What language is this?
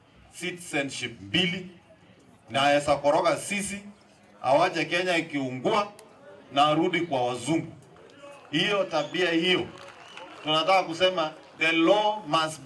Swahili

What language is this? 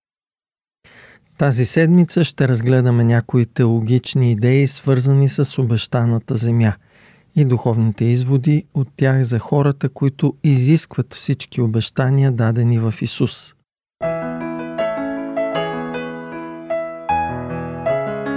Bulgarian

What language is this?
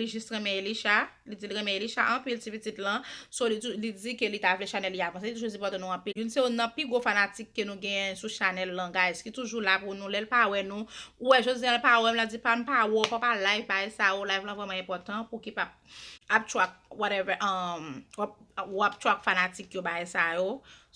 Haitian Creole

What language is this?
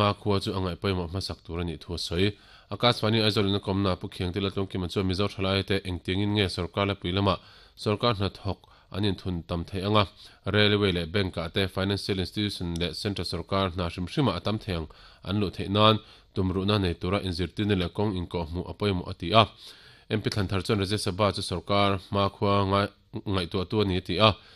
Mizo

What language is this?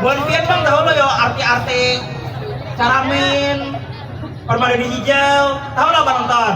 Banjar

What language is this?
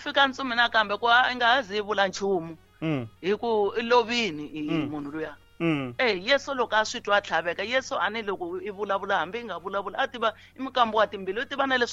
Tsonga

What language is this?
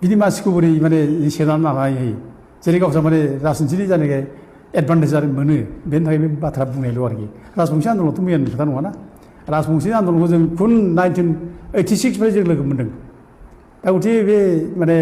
Bodo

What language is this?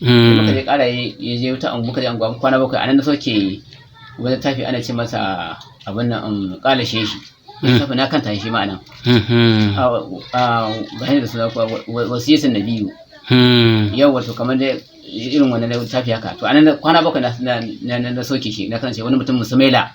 Hausa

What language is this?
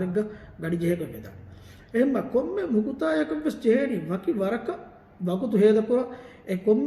Divehi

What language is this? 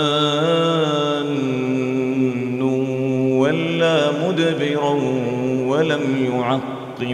Arabic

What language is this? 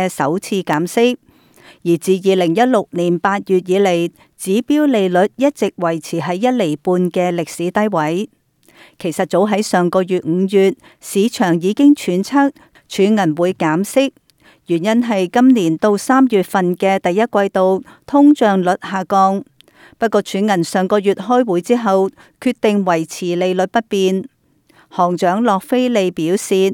Cantonese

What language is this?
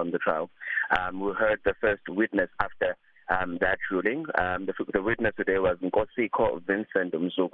English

